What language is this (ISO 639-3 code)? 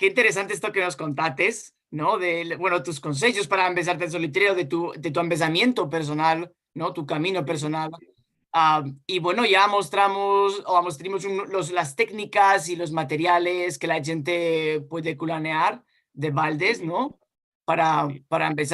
lad